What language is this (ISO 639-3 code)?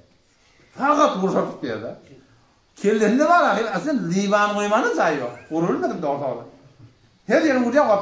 tuk